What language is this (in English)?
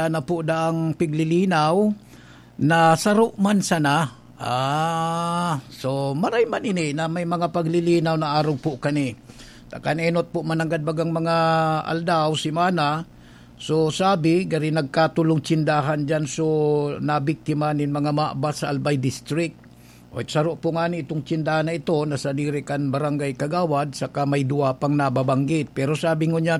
Bikol